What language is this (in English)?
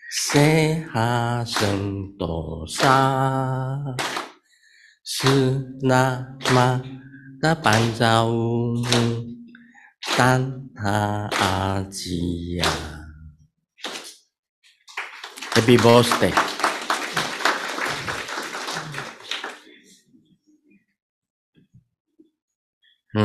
Chinese